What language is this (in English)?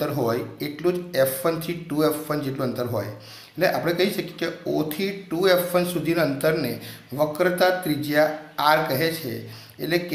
Gujarati